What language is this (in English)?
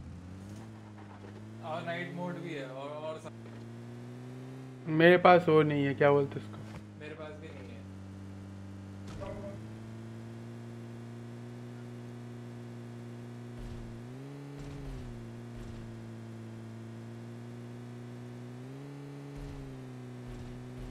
Hindi